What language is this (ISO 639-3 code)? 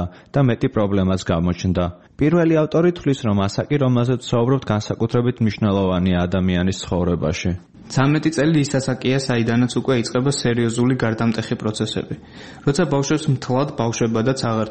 kat